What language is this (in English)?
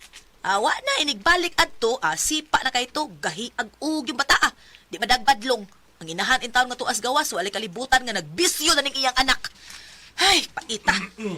Cebuano